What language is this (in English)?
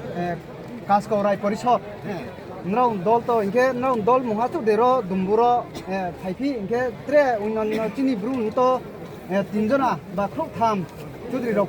Riang (India)